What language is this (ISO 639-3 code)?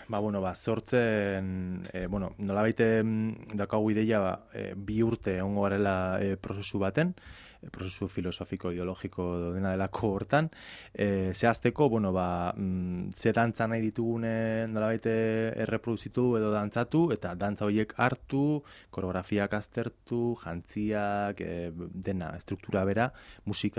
eus